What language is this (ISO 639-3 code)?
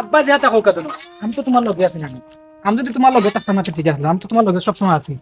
syl